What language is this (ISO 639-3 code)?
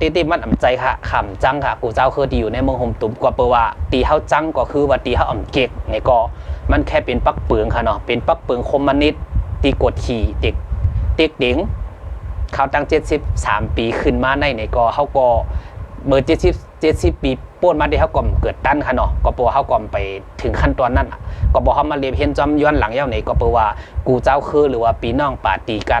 shn